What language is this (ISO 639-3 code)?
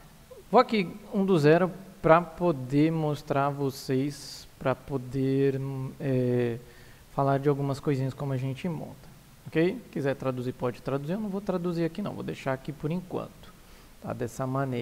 por